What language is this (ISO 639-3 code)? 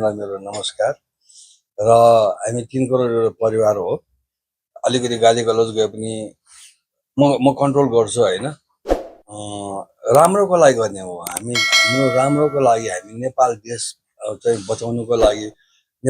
nep